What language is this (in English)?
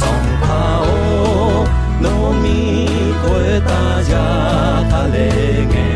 Akha